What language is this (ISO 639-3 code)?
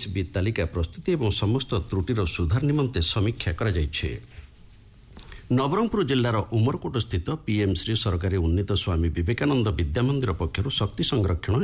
ori